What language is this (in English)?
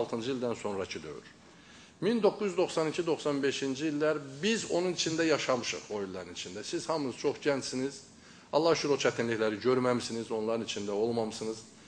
Azerbaijani